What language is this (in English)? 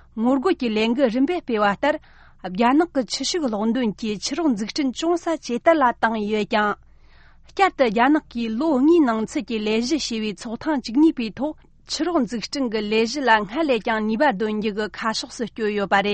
Tibetan